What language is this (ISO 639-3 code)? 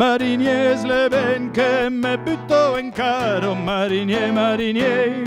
oci